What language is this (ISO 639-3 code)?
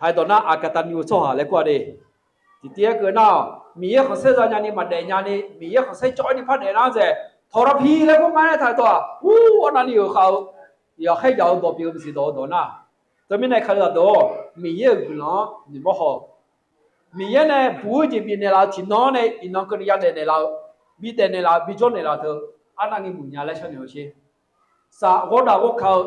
ahk